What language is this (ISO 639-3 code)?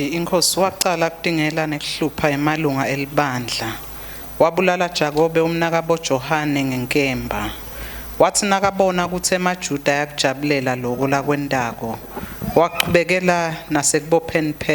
ssw